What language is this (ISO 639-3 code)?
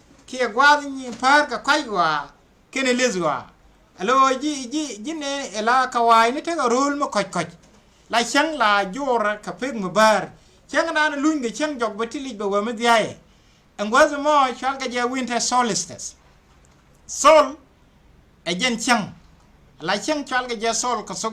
nus